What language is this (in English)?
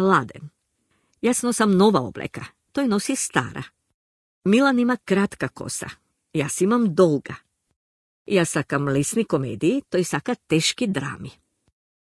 Macedonian